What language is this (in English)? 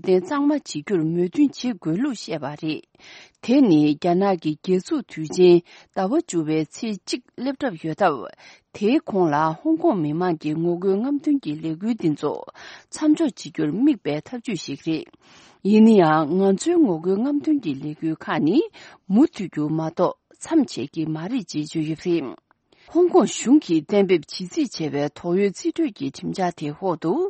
Tibetan